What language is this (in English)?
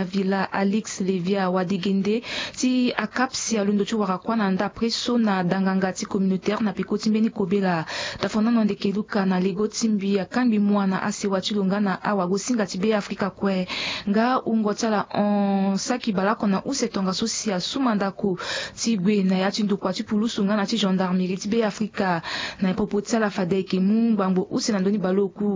Sango